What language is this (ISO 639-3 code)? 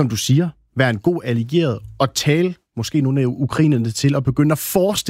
dan